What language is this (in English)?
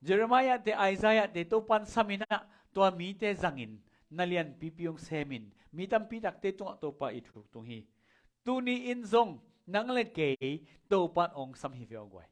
Tedim Chin